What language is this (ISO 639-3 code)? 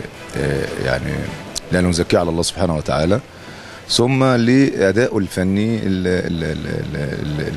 arz